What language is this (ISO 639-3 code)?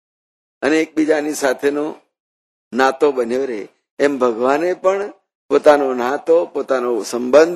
guj